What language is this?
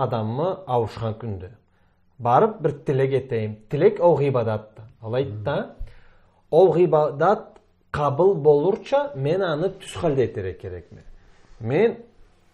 Karachay-Balkar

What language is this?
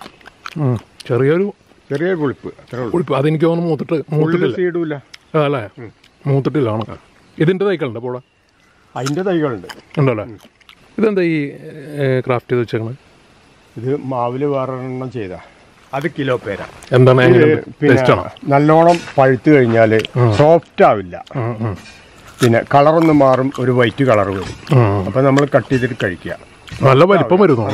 Malayalam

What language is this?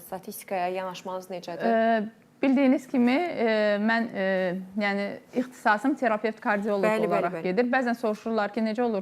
Azerbaijani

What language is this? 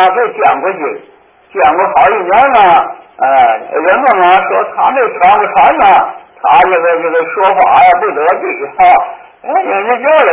Chinese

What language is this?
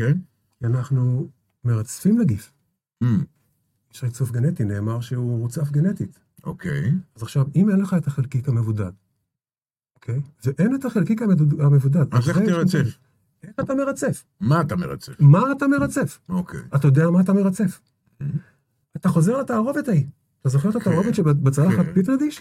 Hebrew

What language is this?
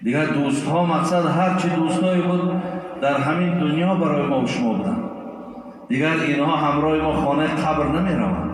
Tajik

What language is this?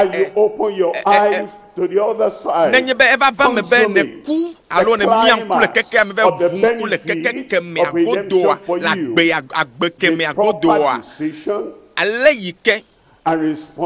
Ewe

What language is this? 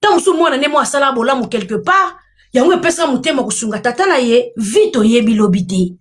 Lingala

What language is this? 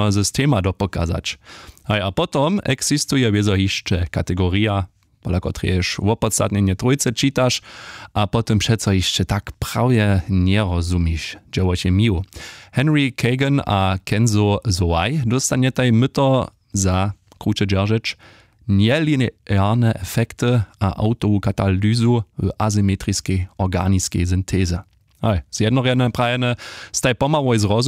Upper Sorbian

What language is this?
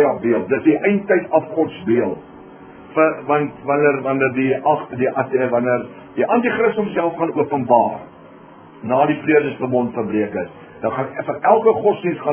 Afrikaans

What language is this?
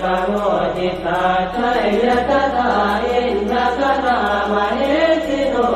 Pali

